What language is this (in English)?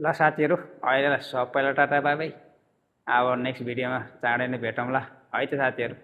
Nepali